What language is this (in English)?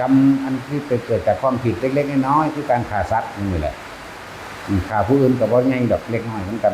Northeastern Thai